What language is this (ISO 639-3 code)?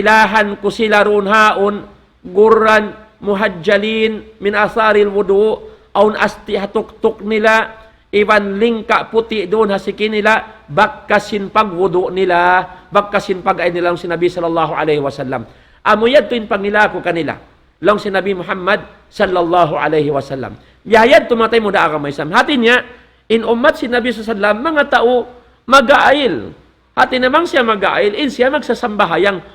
tsg